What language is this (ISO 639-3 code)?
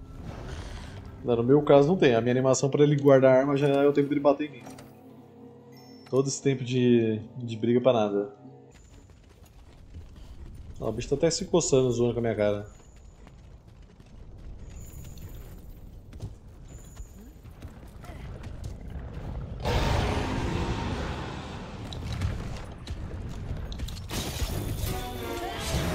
por